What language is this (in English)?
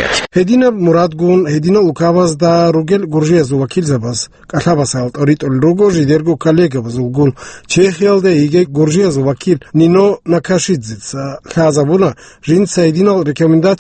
Avaric